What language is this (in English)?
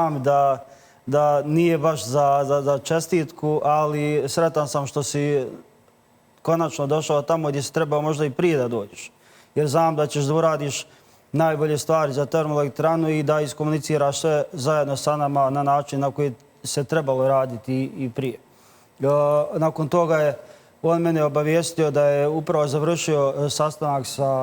Bosnian